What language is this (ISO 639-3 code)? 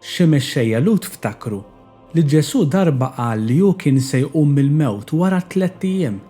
mlt